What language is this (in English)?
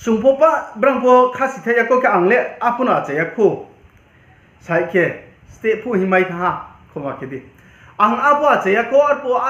Riang (India)